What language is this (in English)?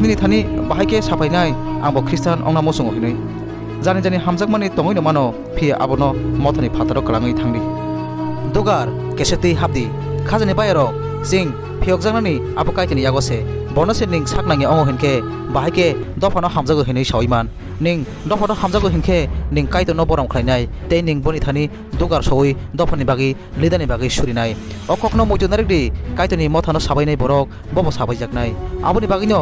Kok Borok